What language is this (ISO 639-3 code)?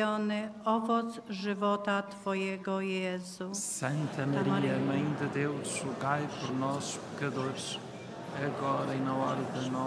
por